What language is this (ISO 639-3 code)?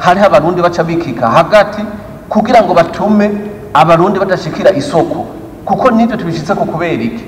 run